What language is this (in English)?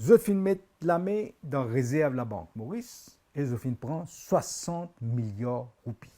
Morisyen